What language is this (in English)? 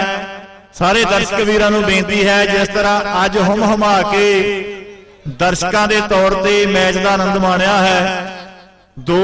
Punjabi